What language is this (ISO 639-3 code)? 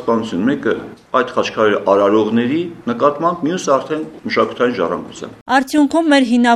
hye